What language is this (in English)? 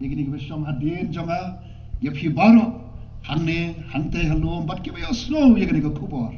Khasi